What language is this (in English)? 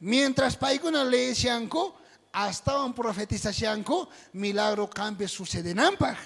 South Bolivian Quechua